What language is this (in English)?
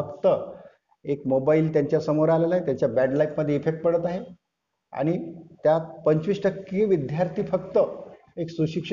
Marathi